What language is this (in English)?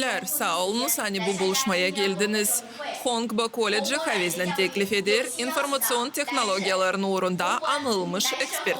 Gagauz